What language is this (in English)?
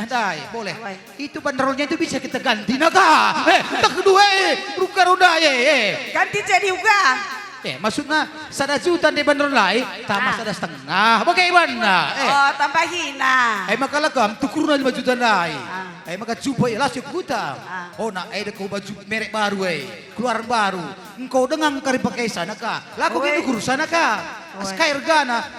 Batak Karo